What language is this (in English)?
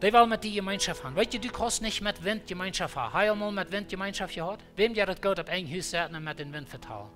Plautdietsch